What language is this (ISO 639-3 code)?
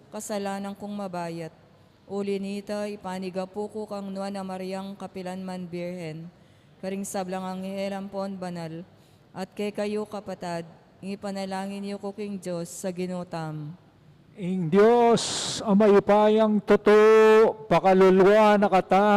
pam